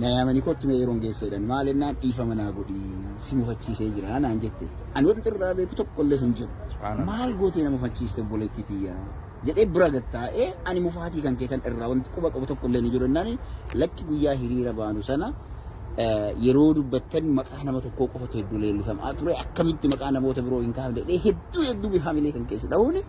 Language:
Oromo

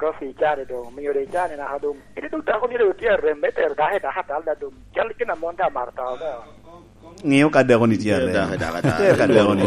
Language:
Lango (Uganda)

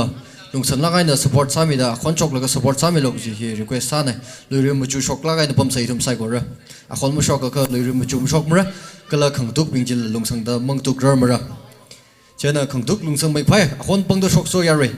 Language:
Tangkhul Naga (India)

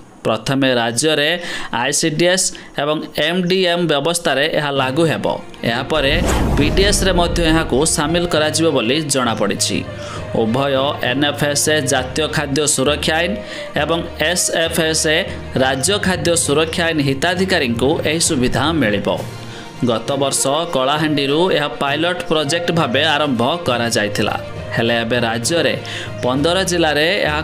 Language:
Odia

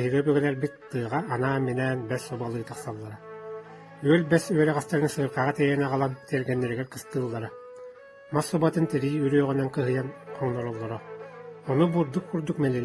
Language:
Yakut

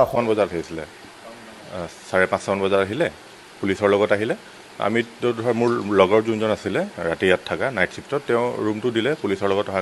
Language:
Assamese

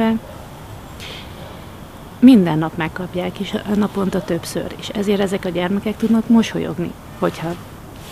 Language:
Hungarian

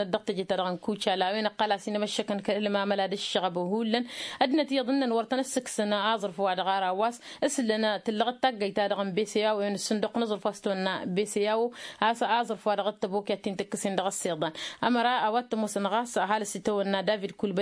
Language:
Tamasheq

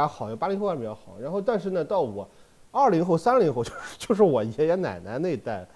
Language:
Chinese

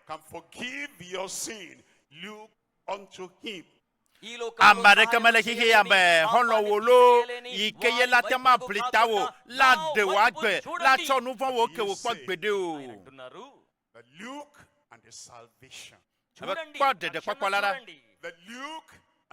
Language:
Ewe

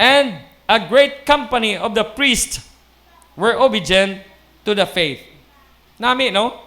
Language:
Hiligaynon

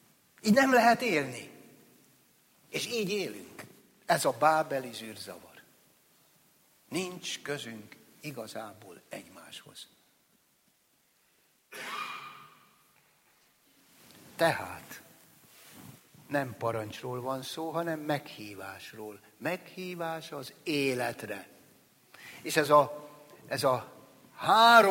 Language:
Hungarian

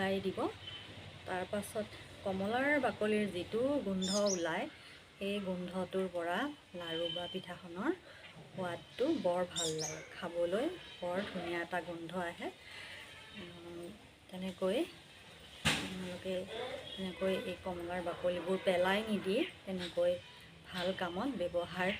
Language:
Assamese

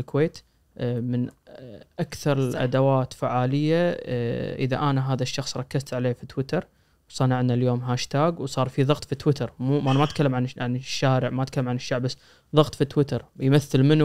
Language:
Najdi Arabic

